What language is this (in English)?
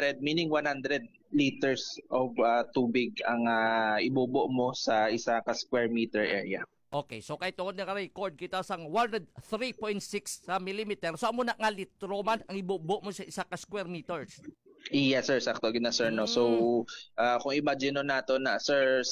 Hiligaynon